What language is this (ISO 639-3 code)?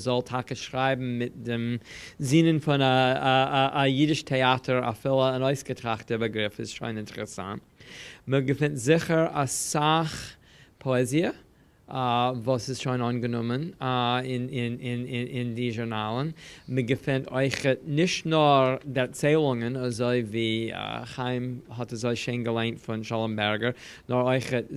yid